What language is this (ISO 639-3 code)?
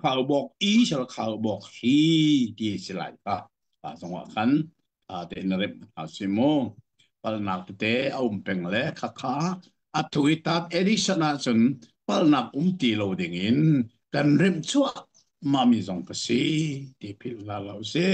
cnh